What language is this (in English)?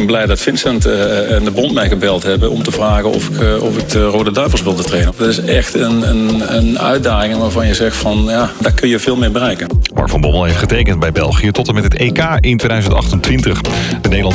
Dutch